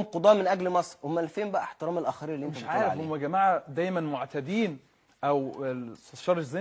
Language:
Egyptian Arabic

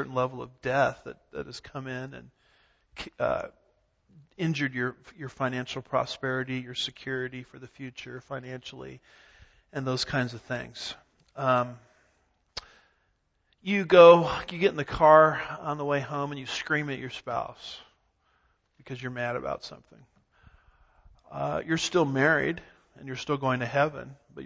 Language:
English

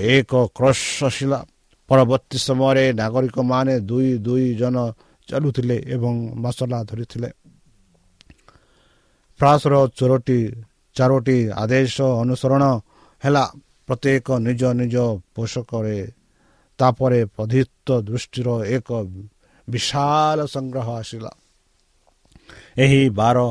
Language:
Odia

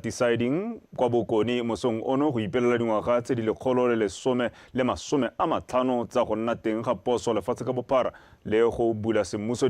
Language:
Tswana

